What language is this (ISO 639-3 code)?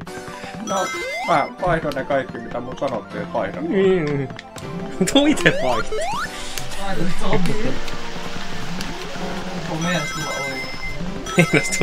fin